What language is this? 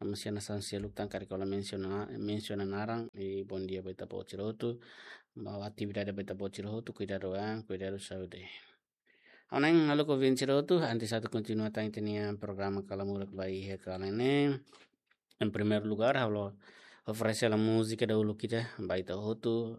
Tetum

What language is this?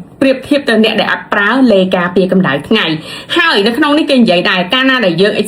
Khmer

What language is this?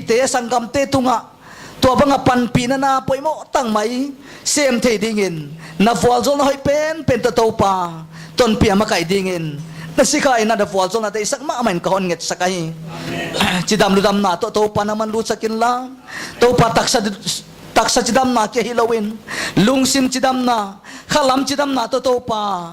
Paite Chin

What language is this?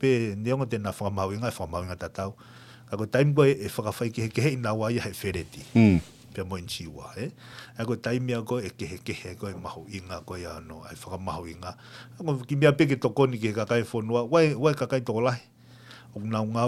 Tongan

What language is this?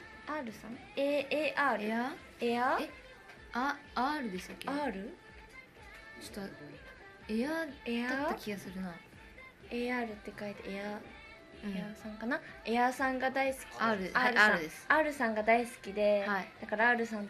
Japanese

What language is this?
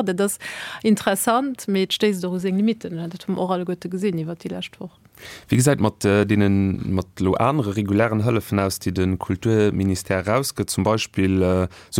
Luxembourgish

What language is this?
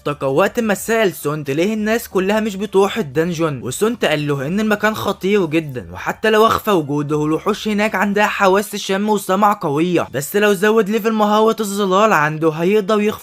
Egyptian Arabic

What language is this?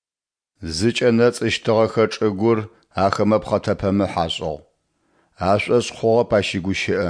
Adyghe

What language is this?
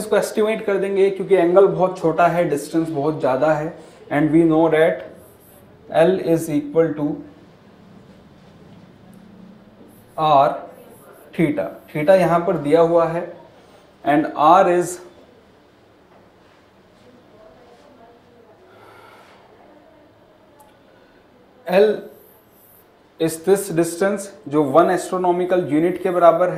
Hindi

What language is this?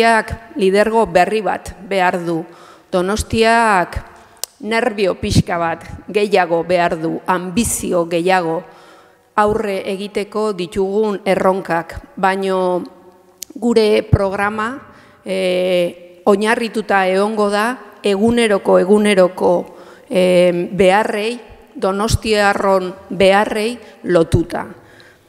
Basque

